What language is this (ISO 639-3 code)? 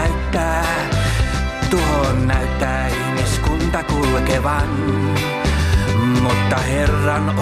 fin